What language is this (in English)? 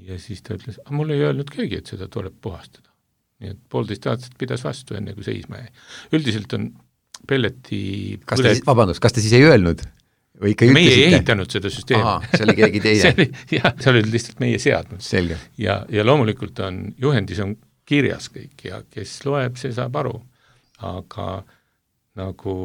Estonian